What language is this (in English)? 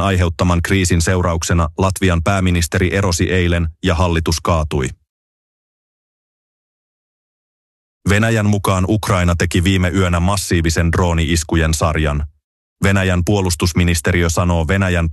Finnish